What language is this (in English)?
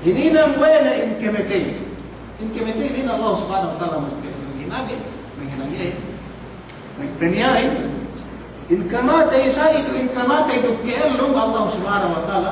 Yakan